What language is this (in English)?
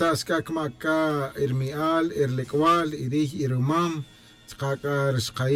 Tz'utujil